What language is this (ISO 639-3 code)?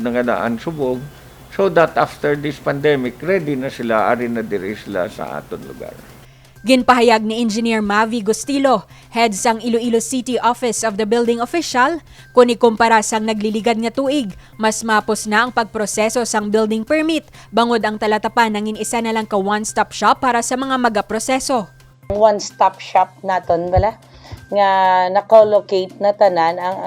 hil